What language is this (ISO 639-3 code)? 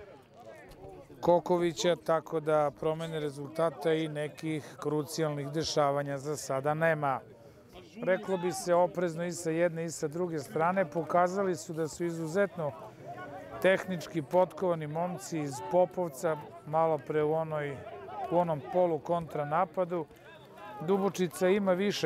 srp